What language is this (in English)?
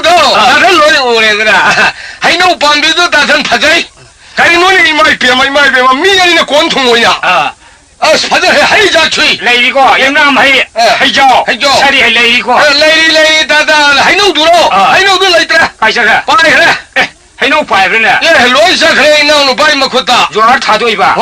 Manipuri